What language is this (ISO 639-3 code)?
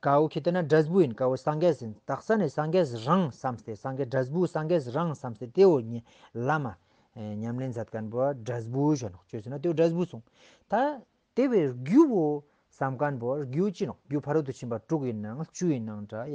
lbj